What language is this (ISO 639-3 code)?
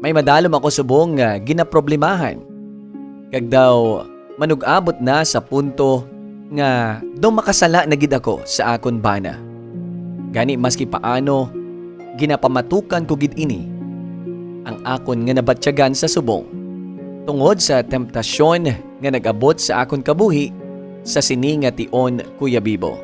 hil